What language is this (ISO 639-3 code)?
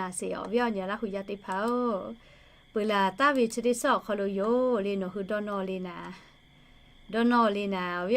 lhu